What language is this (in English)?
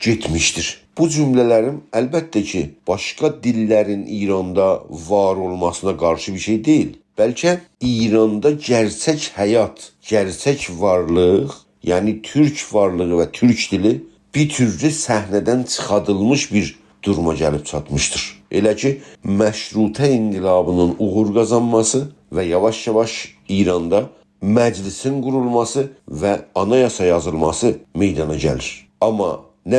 South Azerbaijani